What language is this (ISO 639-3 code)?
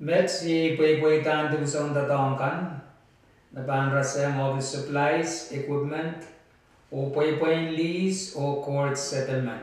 pon